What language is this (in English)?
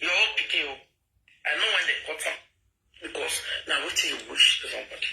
Nigerian Pidgin